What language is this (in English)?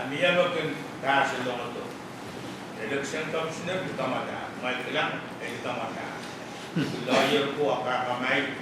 Pohnpeian